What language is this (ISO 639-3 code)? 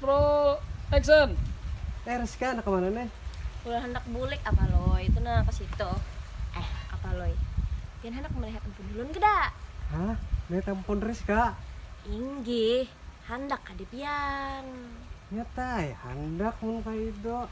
bjn